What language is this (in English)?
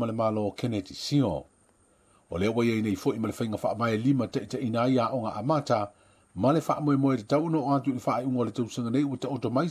Samoan